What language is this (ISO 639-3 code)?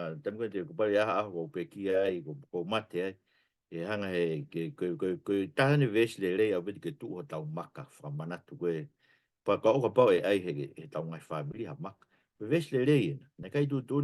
ton